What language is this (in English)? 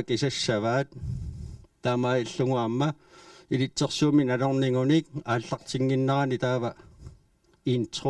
Kalaallisut